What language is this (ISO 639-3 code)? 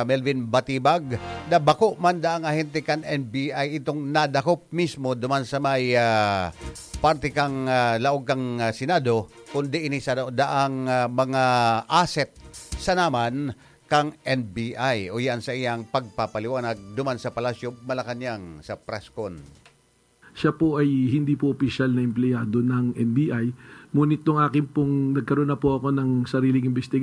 bik